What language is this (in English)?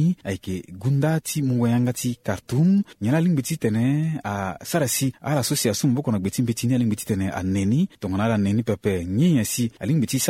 Sango